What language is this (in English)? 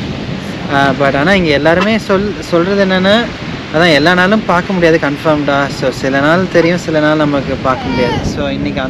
Tamil